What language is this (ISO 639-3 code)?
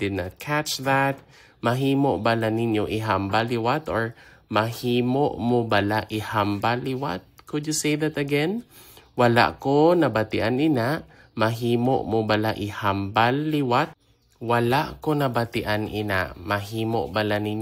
hil